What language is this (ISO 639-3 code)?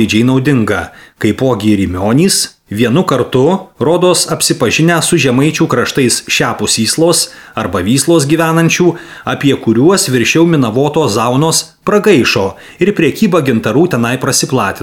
lit